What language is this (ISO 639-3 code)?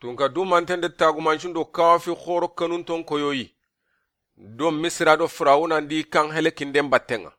snk